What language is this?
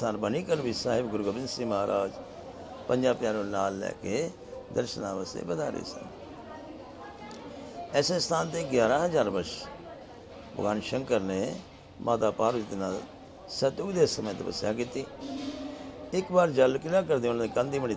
Punjabi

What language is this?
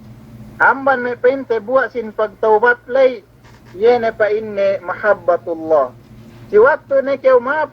Yakan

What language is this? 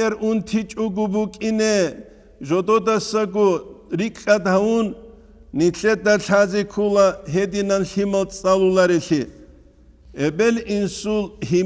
Avaric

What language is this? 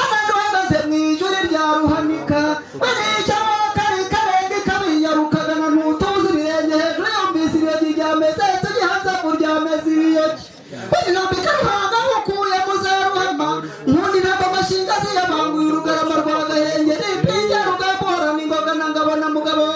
Kinyarwanda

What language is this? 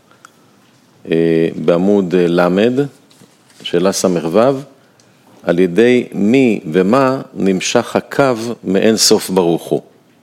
Hebrew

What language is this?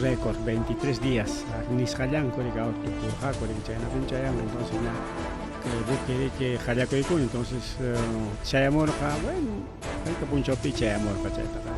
Ayacucho Quechua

